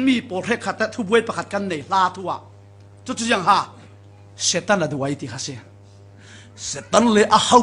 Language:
Falam Chin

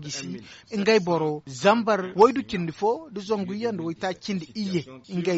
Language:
Zarma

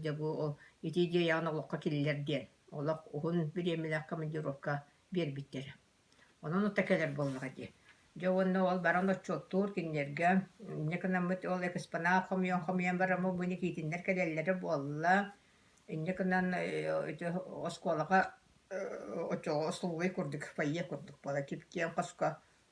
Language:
Yakut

